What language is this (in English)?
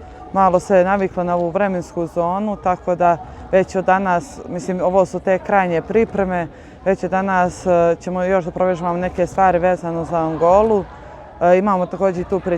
Bosnian